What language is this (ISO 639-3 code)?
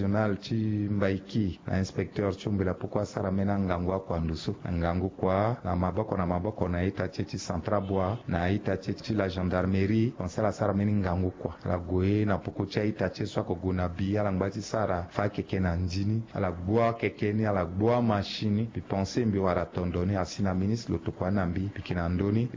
sag